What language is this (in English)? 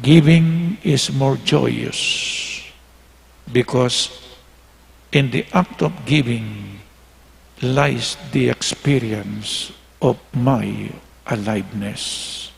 Pampanga